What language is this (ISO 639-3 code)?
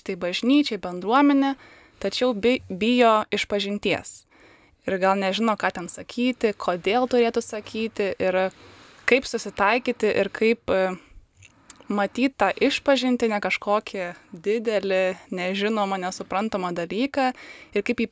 lit